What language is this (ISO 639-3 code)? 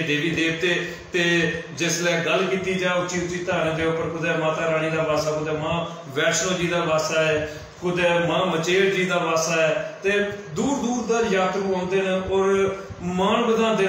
doi